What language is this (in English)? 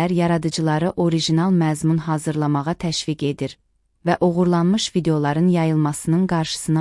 Azerbaijani